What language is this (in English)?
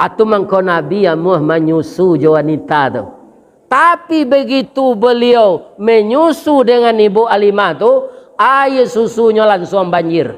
Minangkabau